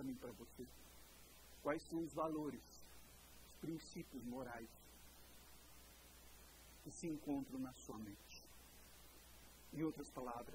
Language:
Portuguese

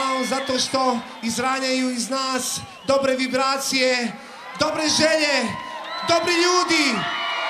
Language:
Croatian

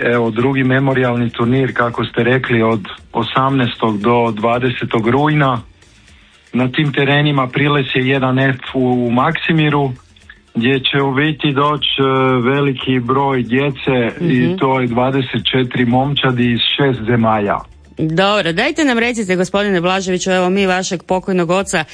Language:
Croatian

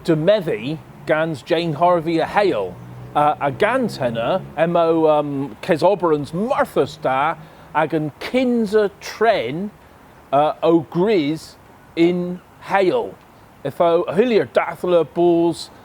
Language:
Cornish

